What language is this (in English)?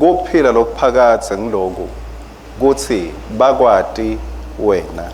Swati